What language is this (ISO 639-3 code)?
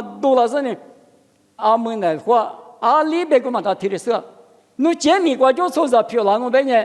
lis